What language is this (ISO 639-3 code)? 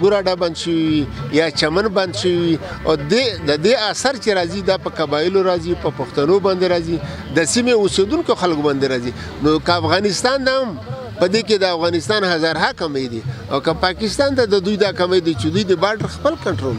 pus